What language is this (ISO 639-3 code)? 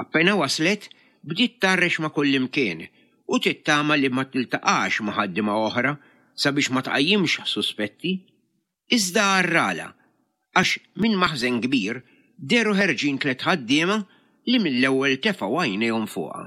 mlt